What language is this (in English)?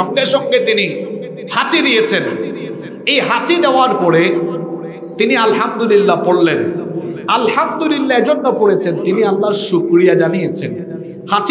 Bangla